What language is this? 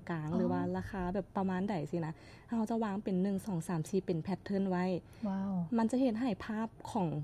Lao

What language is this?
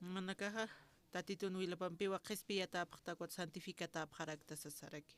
Aymara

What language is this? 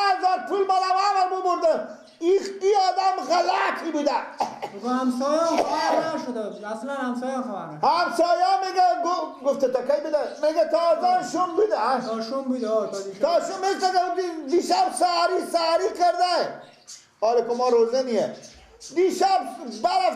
Persian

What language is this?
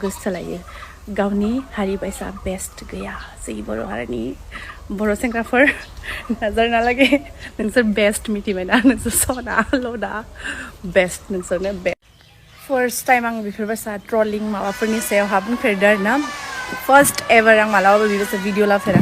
Bodo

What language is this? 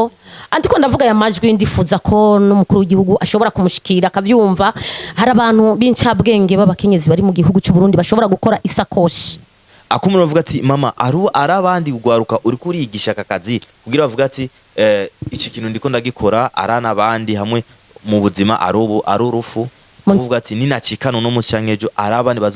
Rundi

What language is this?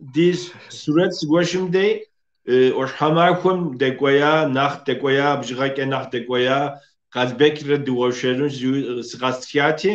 Kabardian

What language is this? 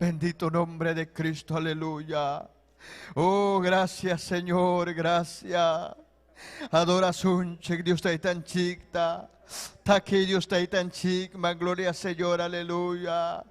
Ayacucho Quechua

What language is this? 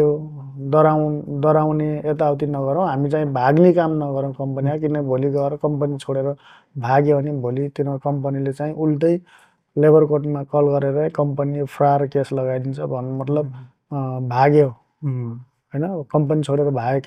Nepali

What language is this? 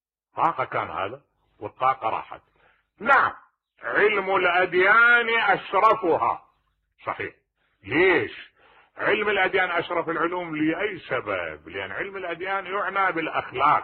Mesopotamian Arabic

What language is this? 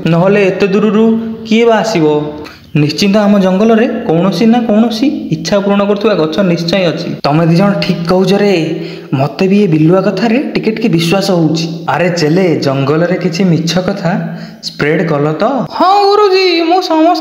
Odia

